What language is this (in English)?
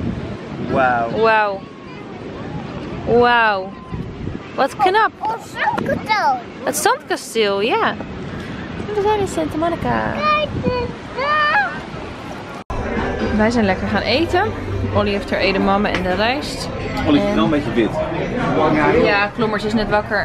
Dutch